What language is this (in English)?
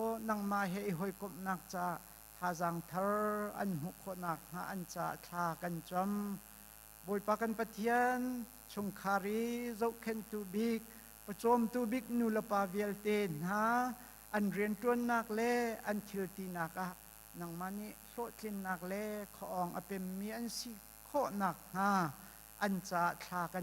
Hakha Chin